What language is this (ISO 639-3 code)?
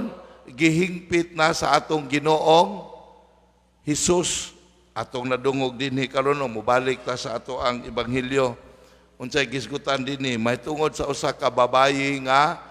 ceb